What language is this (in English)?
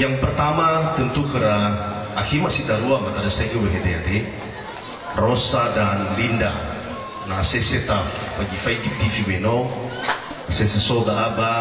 Nias